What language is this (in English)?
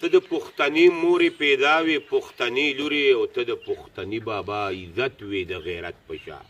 Pashto